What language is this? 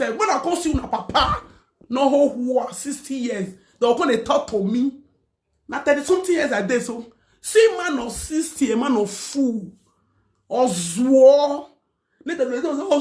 Nigerian Pidgin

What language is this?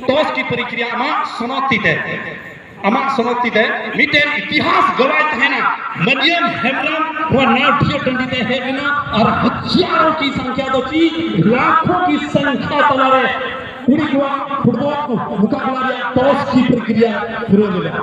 Santali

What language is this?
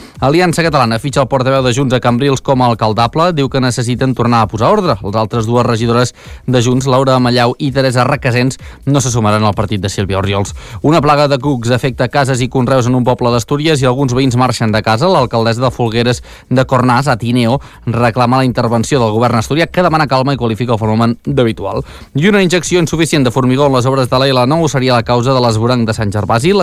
Catalan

